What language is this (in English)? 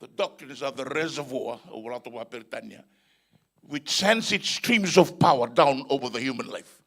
Fijian